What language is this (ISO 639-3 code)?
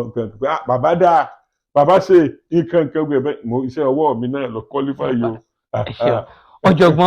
yor